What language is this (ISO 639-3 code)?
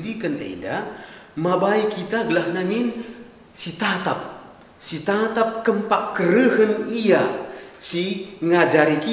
btx